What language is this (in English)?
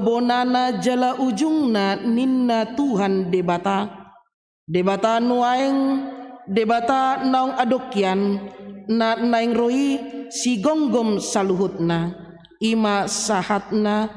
Batak Toba